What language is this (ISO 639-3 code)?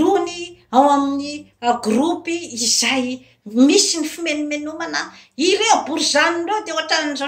mlg